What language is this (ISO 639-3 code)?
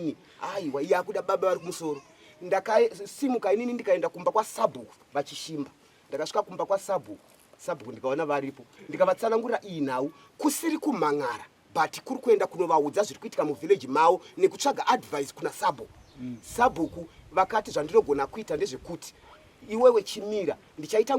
sna